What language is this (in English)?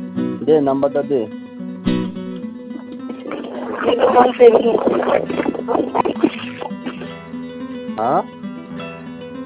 Bangla